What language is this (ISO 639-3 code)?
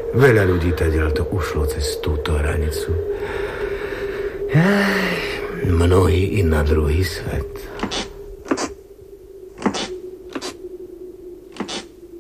slk